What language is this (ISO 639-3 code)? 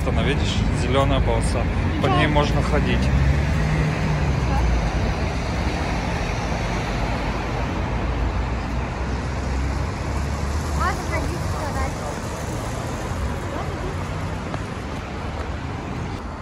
rus